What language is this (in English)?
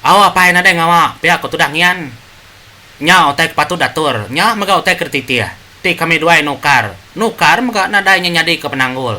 Iban